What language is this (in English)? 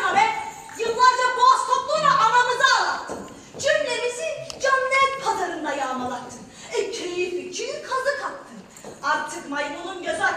Turkish